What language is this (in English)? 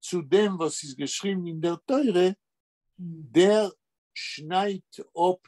Yiddish